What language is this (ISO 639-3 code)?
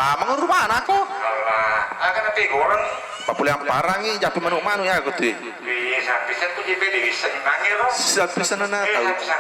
bug